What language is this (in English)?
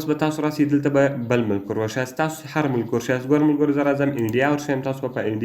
Pashto